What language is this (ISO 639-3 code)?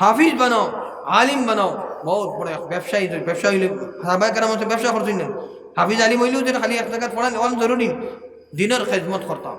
syl